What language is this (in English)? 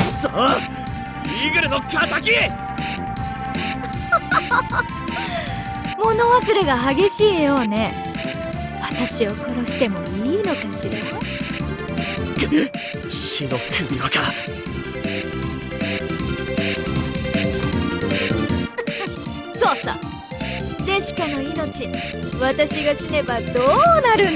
Japanese